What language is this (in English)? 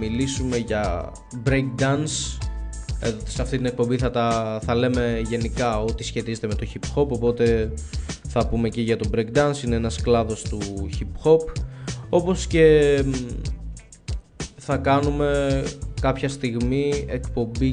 Greek